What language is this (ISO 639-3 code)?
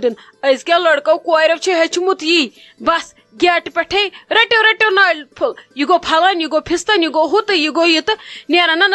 kas